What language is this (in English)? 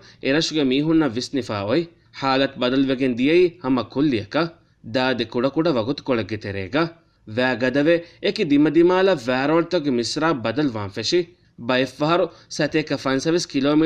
Divehi